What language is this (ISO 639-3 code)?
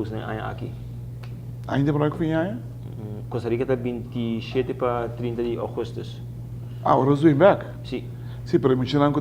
pap